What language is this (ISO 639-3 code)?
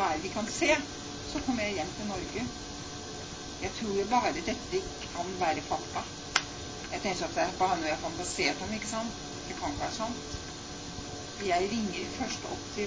nor